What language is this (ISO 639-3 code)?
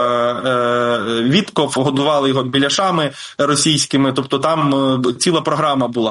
ukr